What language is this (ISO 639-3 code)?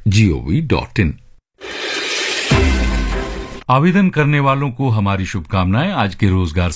hin